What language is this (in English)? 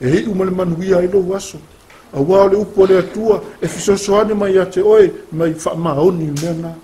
Samoan